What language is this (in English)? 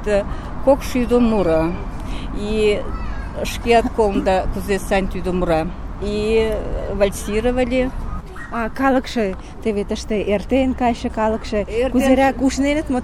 Mari